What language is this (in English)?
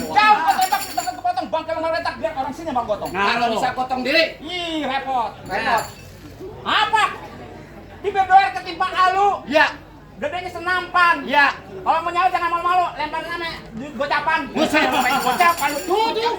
Betawi